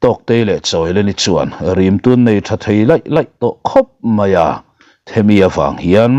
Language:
Mizo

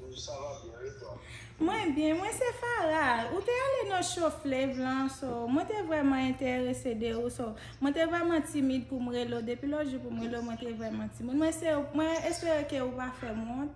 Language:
Haitian Creole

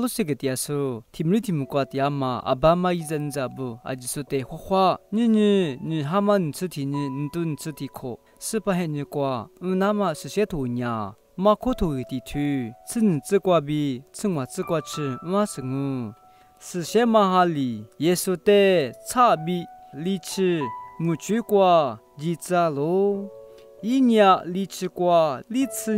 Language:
Lisu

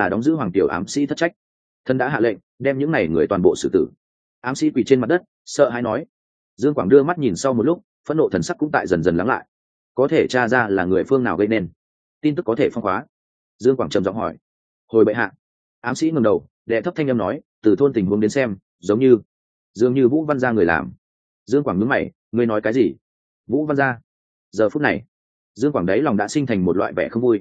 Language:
Vietnamese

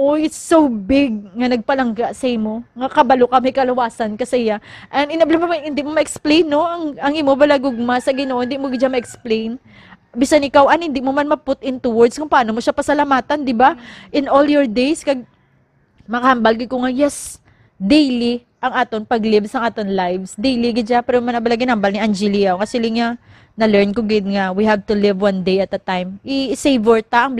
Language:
Hiligaynon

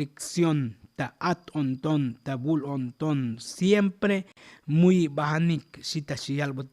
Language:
Tzotzil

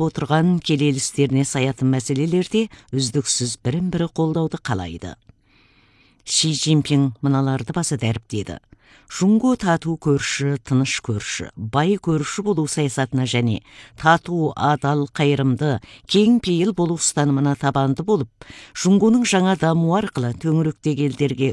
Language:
Kazakh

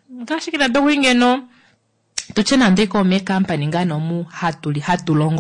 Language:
Kuanyama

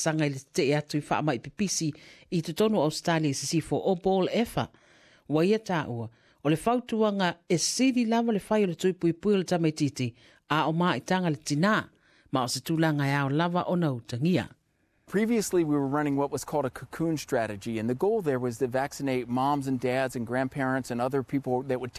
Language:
Samoan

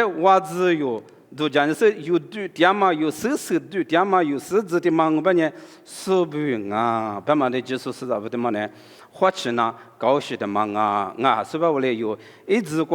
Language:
Lisu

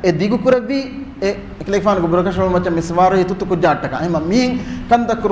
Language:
Divehi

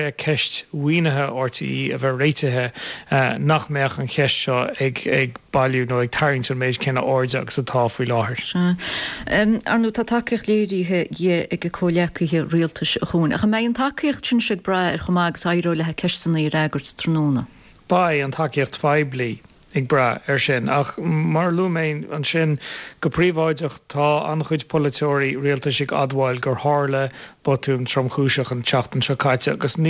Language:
Irish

